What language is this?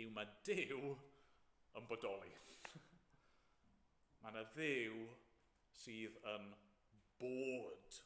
Welsh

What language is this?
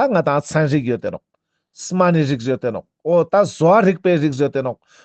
Ladakhi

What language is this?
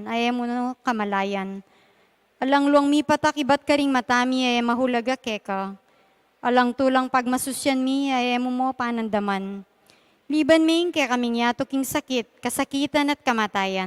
Pampanga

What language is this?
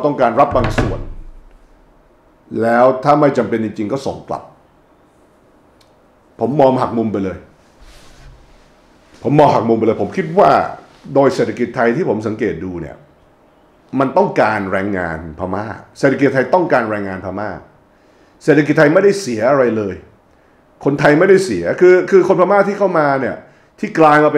Thai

